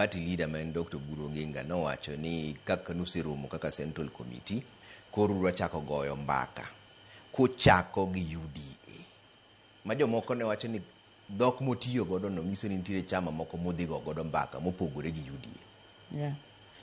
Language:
Luo (Kenya and Tanzania)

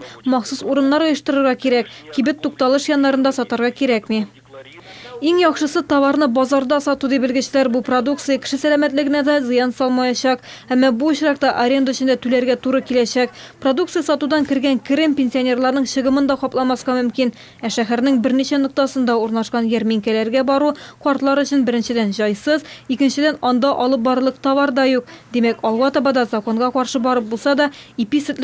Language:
Tatar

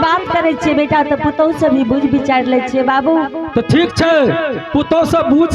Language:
Angika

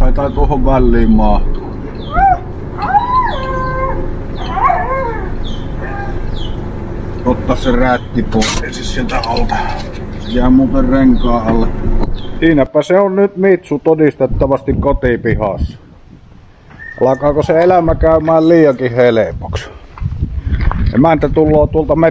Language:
Finnish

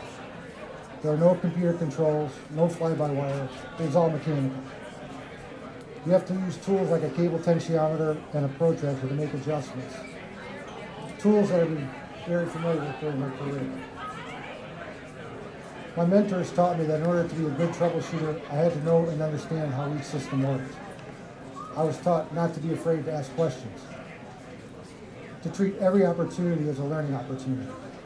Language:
English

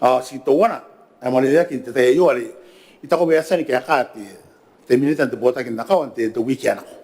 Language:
Gilbertese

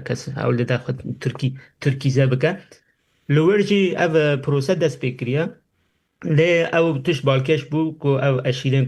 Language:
Kurdish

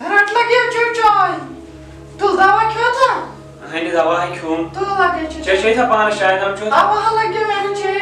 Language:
Kashmiri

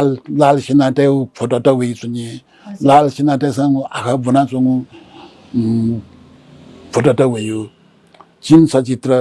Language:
Newari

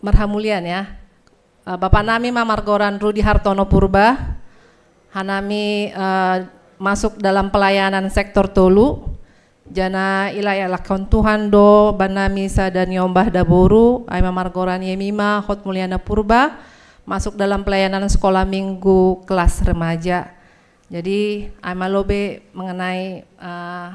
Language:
Batak Simalungun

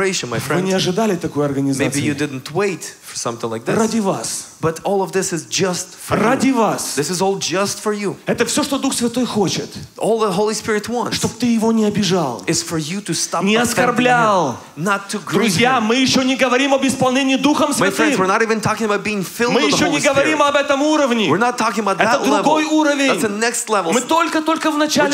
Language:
Russian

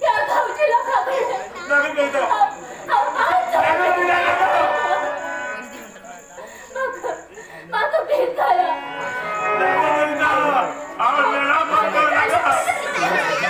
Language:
Konkani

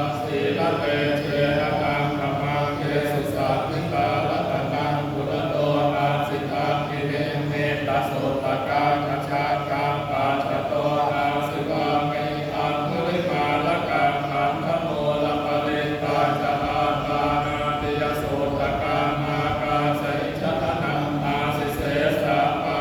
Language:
Pali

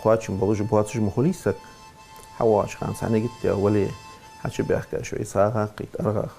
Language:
Ingush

